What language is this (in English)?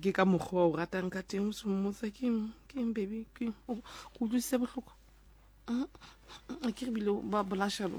Southern Sotho